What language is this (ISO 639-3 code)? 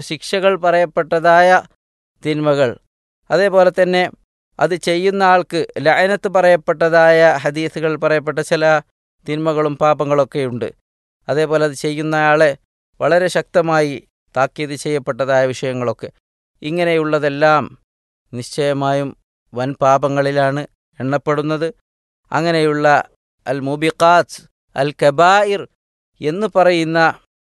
mal